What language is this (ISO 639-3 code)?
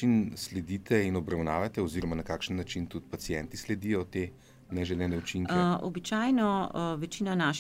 slv